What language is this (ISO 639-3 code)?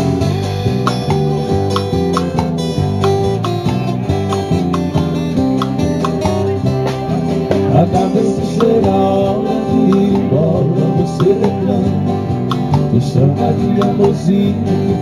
por